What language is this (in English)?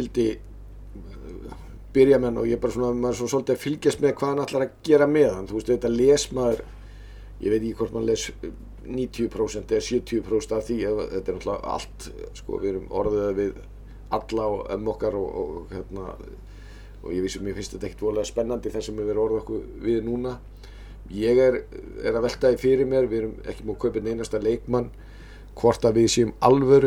Icelandic